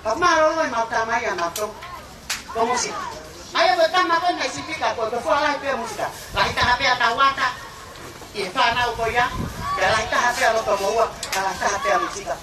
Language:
Tongan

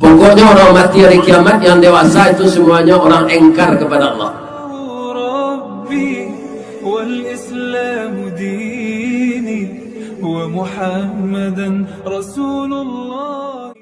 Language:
Minangkabau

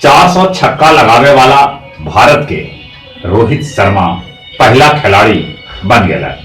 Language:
Magahi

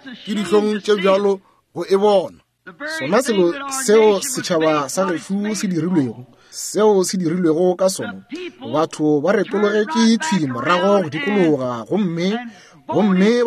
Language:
Northern Sotho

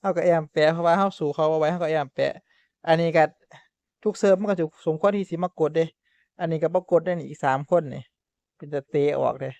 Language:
Northeastern Thai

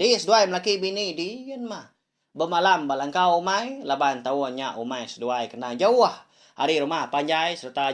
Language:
Iban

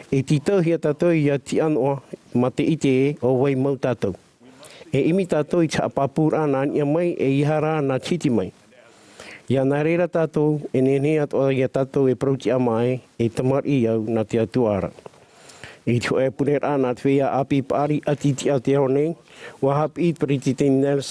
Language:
Tahitian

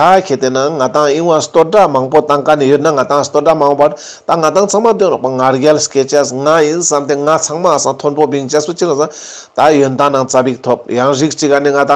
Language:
Ladakhi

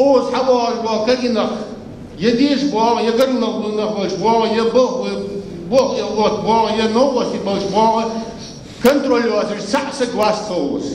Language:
Ingush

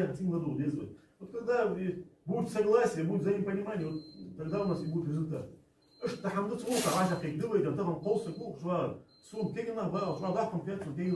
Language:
Ingush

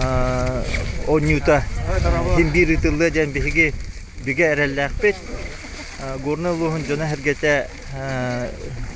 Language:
Yakut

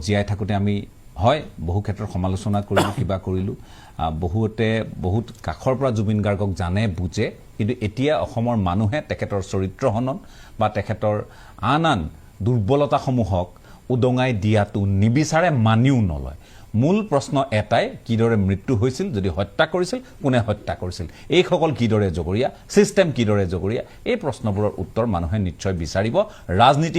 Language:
Assamese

